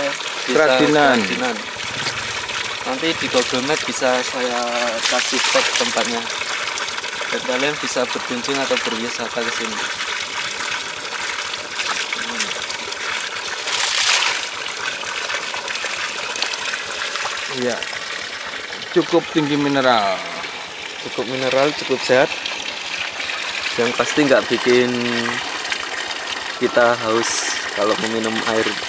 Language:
Indonesian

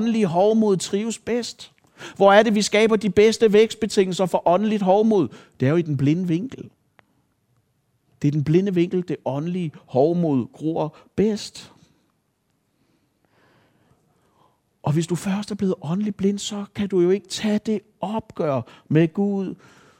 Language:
Danish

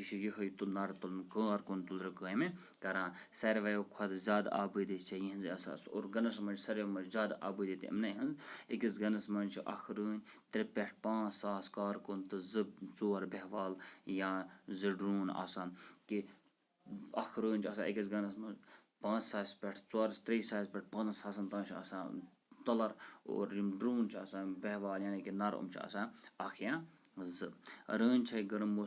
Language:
Kashmiri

